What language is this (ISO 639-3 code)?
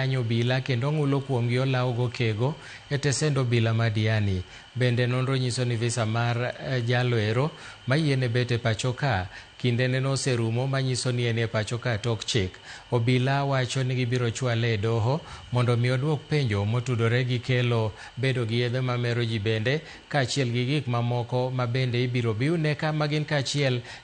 luo